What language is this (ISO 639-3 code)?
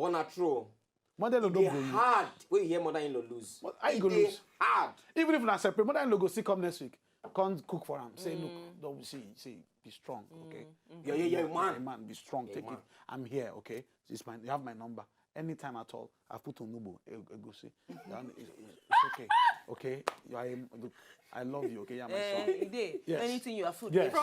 pcm